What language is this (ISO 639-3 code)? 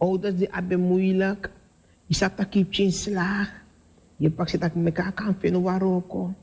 srn